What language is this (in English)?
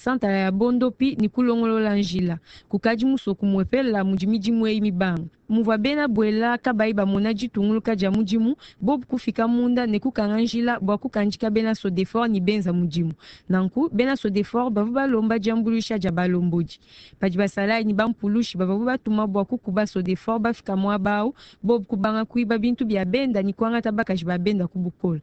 Luba-Lulua